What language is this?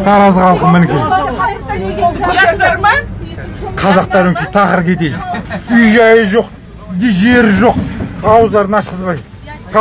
Kazakh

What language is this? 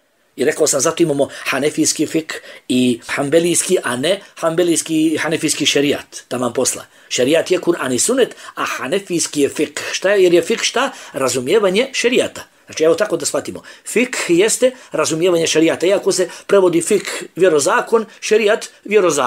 Bosnian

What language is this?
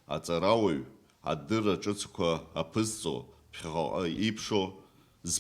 Abkhazian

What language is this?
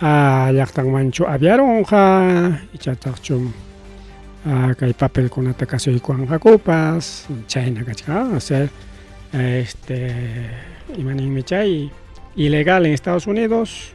Ayacucho Quechua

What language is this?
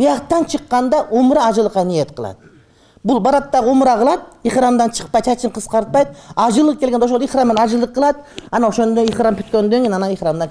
Kyrgyz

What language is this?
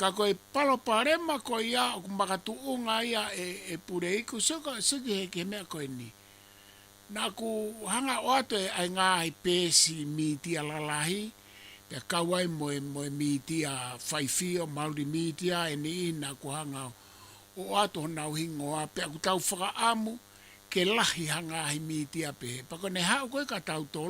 Tongan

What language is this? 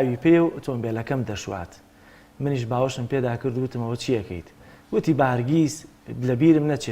Central Kurdish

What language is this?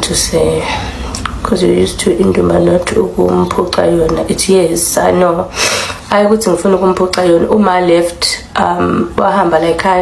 Zulu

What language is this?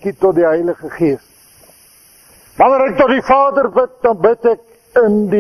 Afrikaans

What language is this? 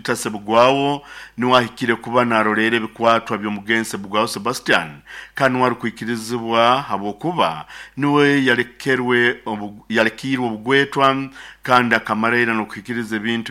Nyoro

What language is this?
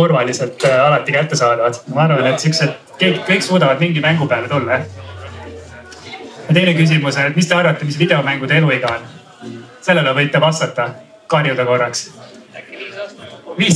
Estonian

